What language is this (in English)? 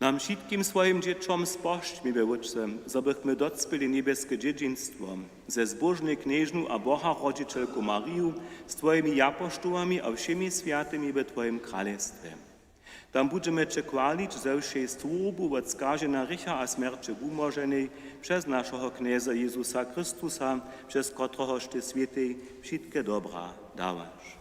Upper Sorbian